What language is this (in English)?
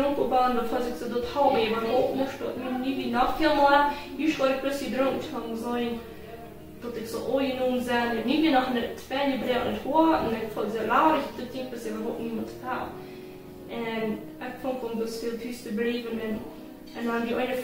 Plautdietsch